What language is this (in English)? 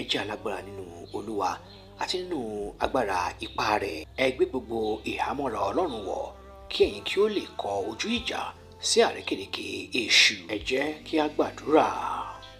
Yoruba